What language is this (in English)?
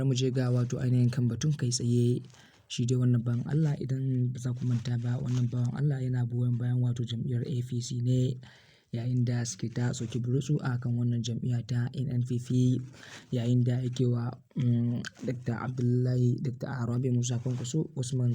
Hausa